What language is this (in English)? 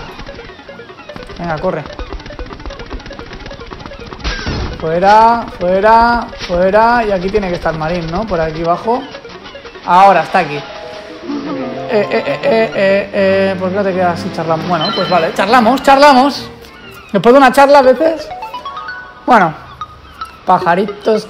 Spanish